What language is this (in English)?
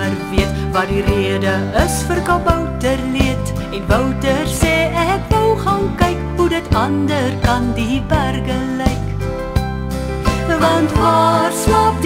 Afrikaans